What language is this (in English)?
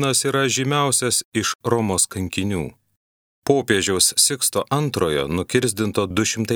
Lithuanian